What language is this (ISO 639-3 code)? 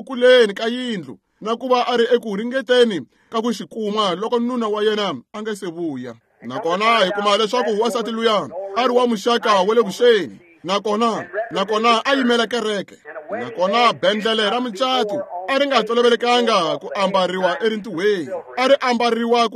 tso